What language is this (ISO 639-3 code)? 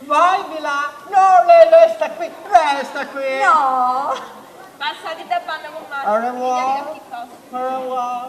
scn